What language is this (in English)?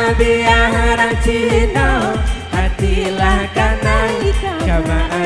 Minangkabau